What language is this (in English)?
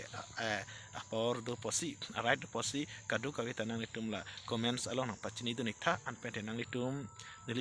Karbi